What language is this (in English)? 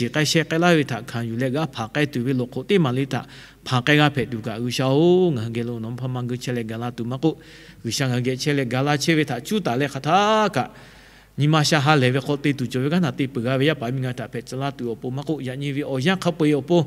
Lahu